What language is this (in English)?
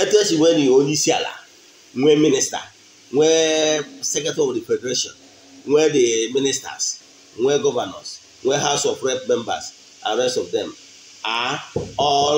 Igbo